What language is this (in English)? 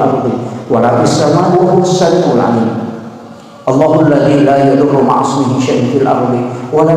Buginese